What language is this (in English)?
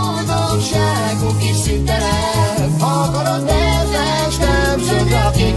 Hungarian